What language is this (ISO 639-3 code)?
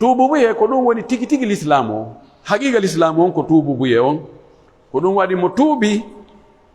fuf